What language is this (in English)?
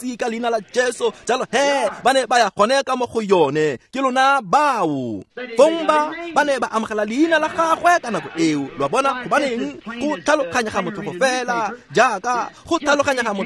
Tswana